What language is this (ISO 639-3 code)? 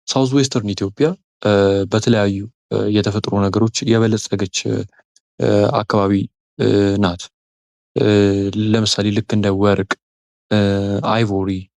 amh